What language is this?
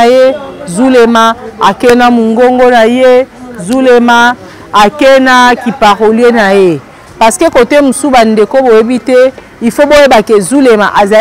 Lingala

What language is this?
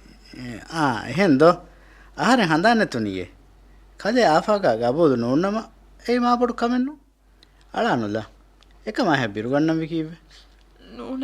Divehi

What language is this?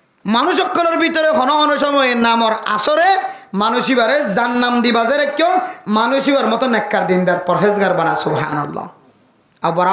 Rohingya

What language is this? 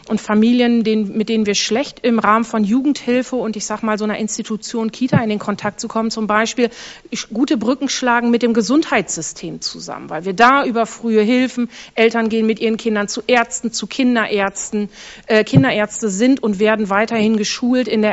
German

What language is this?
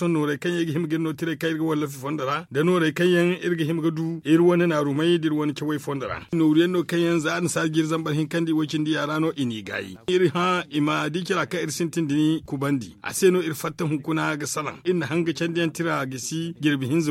Zarma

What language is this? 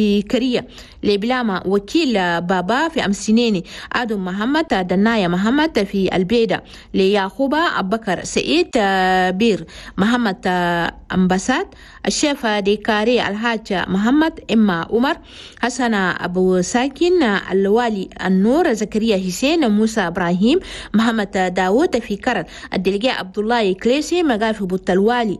Chadian Arabic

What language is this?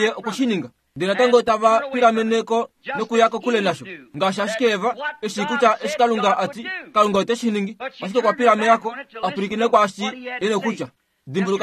Kuanyama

